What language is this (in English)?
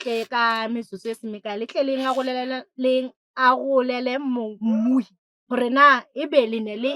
Southern Sotho